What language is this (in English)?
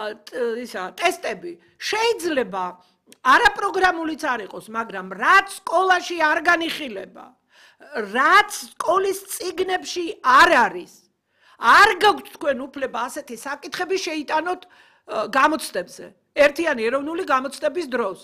Georgian